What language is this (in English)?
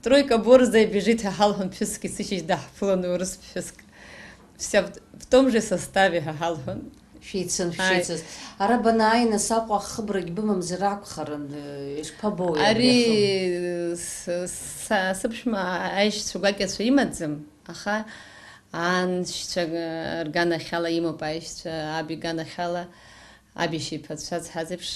Abkhazian